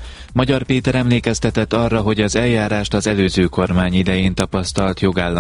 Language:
Hungarian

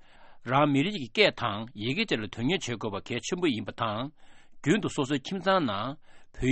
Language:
Tibetan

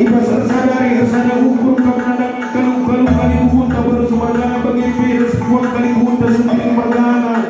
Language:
Batak Karo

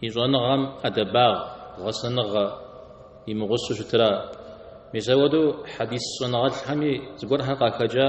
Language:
Kabardian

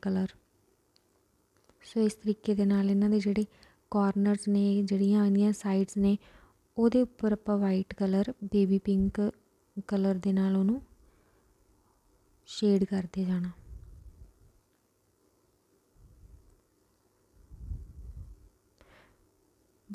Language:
Punjabi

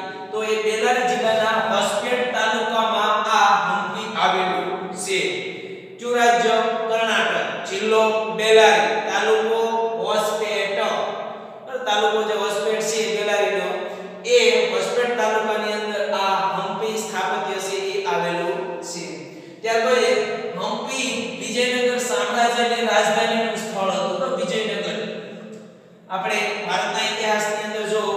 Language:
Gujarati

